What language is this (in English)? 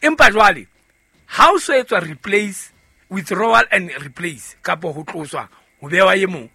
Southern Sotho